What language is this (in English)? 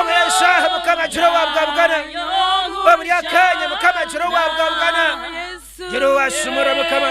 Nyankole